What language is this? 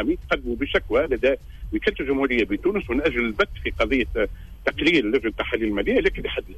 Tunisian Arabic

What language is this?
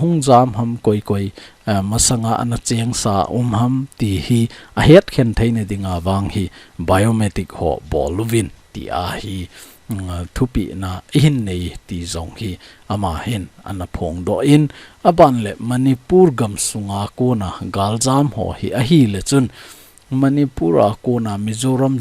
Thado Chin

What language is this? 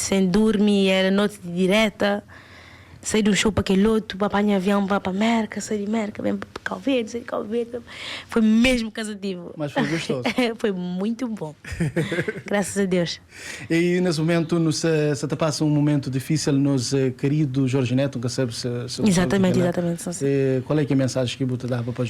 Kabuverdianu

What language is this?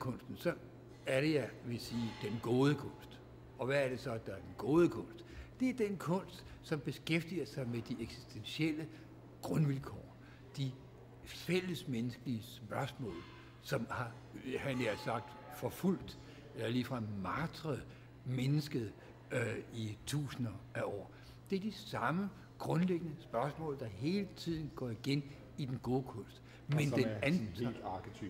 Danish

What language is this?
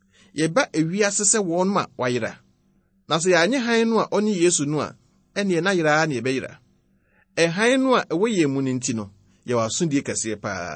Akan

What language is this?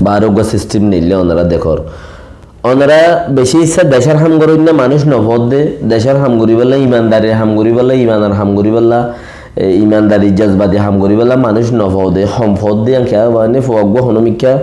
Rohingya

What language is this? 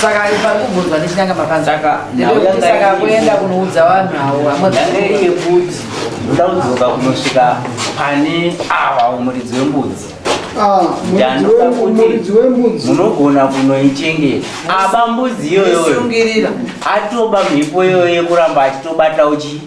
Shona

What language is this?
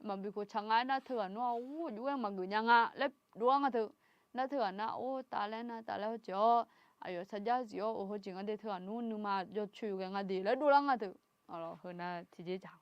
Akha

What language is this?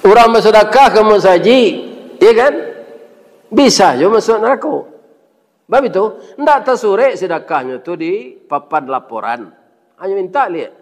Minangkabau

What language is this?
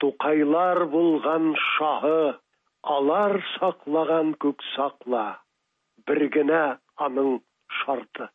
Tatar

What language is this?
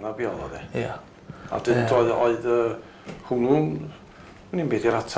Welsh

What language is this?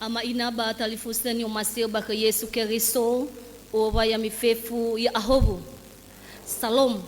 Nias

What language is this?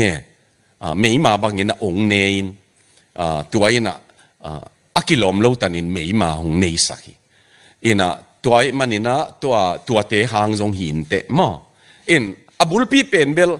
Tedim Chin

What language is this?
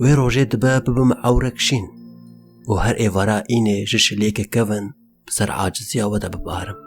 Kurdish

